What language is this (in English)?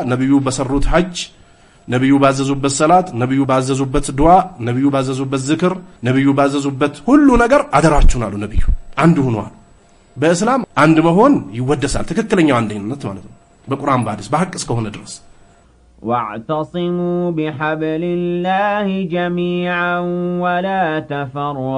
Amharic